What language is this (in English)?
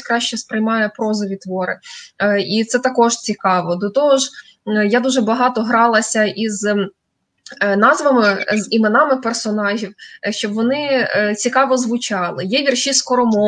Ukrainian